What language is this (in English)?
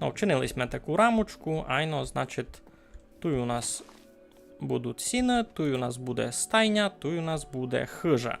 Rusyn